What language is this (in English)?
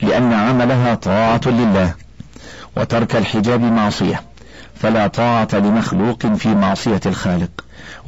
Arabic